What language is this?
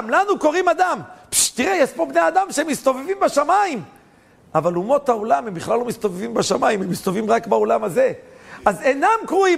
Hebrew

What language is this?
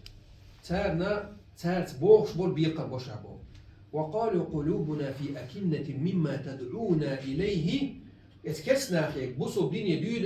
Chechen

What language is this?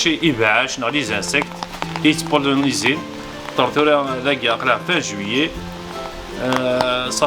Kabyle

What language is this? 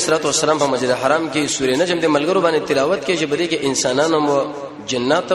Pashto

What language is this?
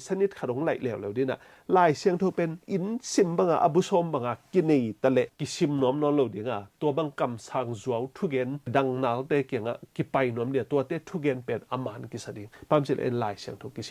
Tedim Chin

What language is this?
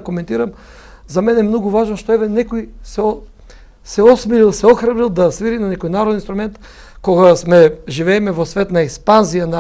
Macedonian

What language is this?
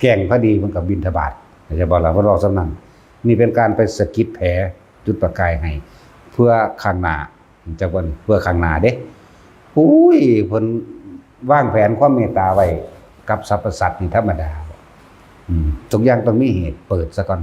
Northeastern Thai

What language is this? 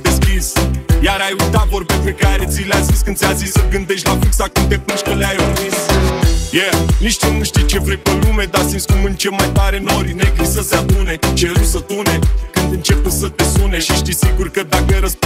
Romanian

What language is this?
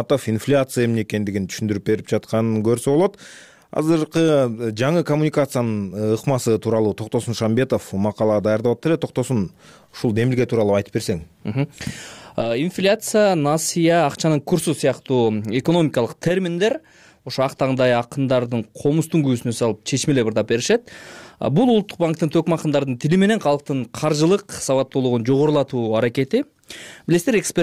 Kyrgyz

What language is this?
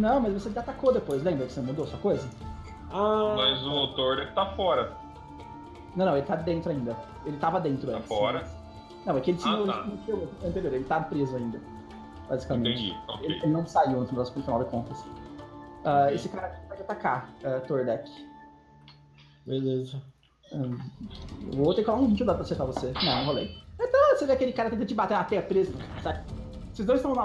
Portuguese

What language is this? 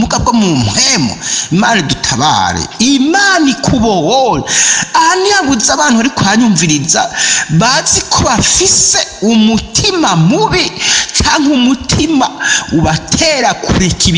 Rundi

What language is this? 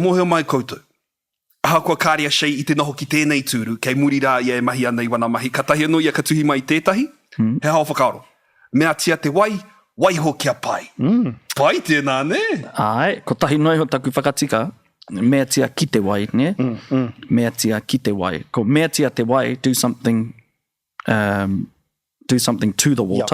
Māori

